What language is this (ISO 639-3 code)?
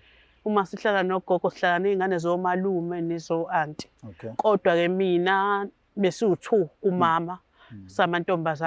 zul